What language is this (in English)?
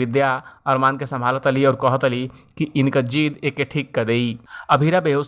Bhojpuri